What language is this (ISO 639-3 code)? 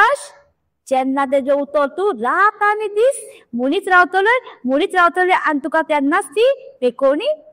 kok